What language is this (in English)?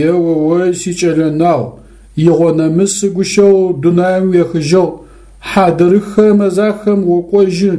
Adyghe